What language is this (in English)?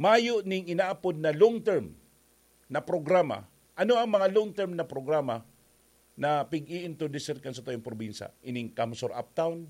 Bikol